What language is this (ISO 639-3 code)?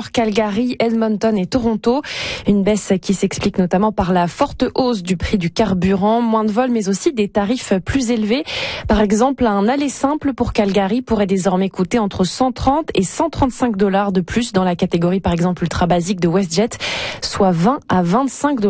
fra